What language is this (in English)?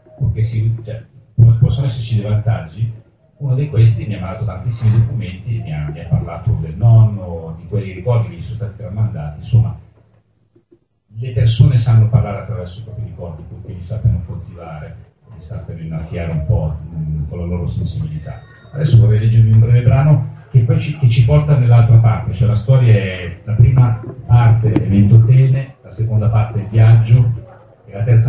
Italian